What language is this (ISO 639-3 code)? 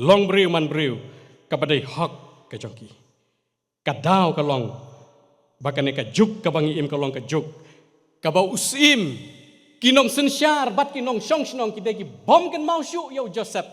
kha